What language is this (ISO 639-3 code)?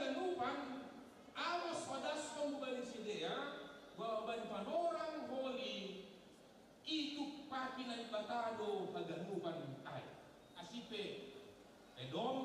bts